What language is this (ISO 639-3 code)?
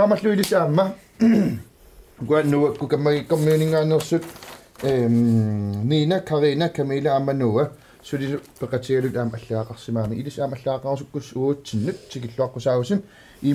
kal